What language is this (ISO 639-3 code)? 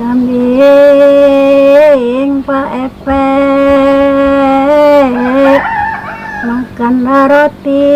mui